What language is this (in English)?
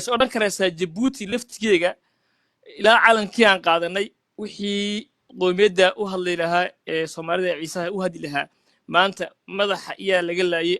Somali